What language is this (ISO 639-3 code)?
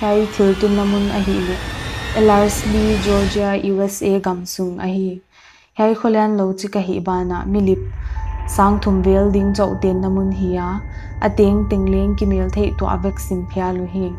pck